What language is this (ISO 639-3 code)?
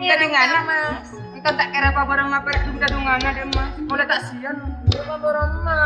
mad